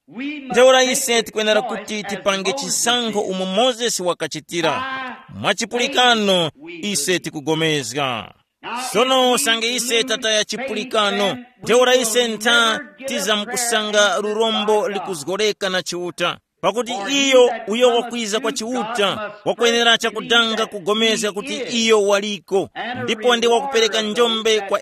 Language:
Tumbuka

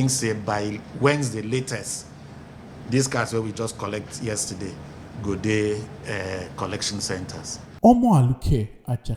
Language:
Nigerian Pidgin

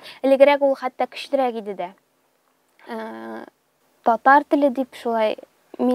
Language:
Tatar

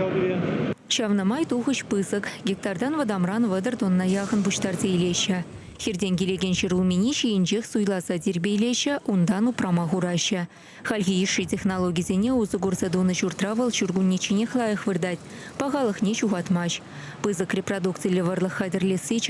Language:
Chuvash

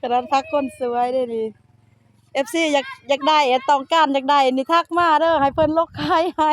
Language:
Lao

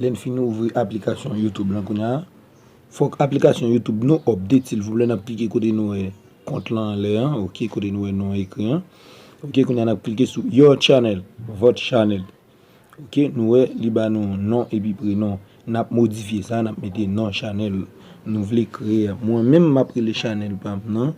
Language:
Haitian Creole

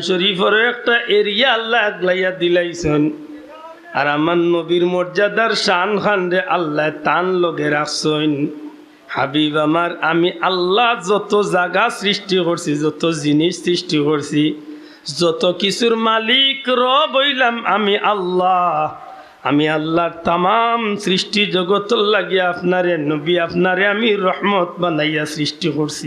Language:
Sylheti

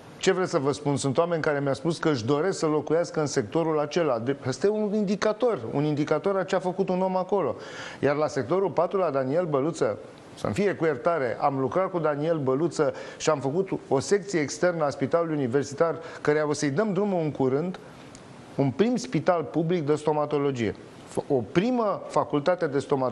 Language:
Romanian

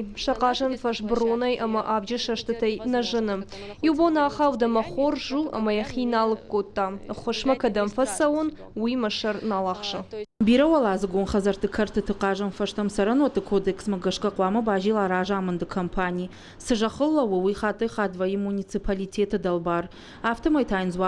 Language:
Ossetic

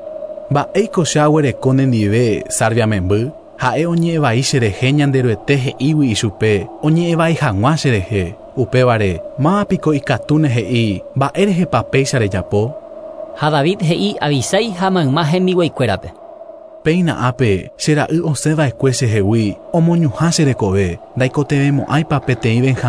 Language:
Guarani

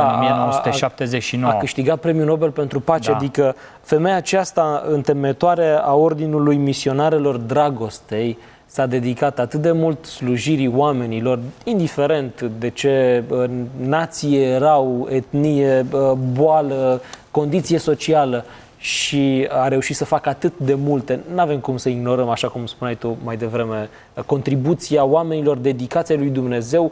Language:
Romanian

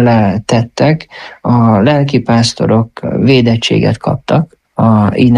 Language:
Hungarian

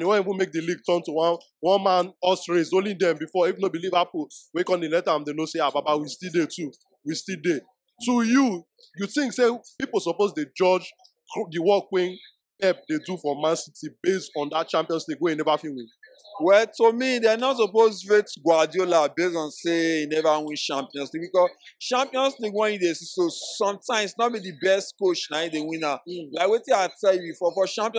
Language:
Nigerian Pidgin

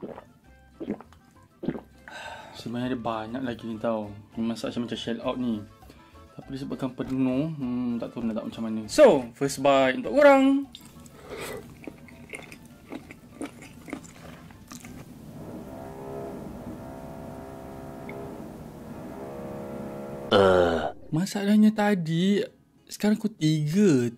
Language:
Malay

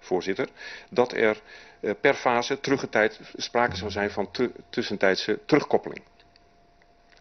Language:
Dutch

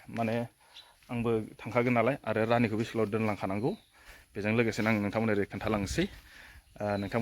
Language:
Bodo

